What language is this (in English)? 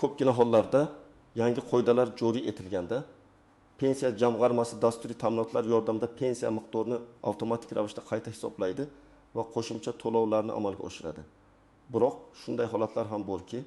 Uzbek